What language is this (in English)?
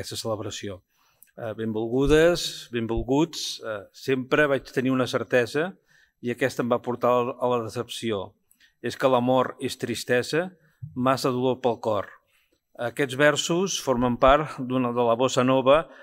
Catalan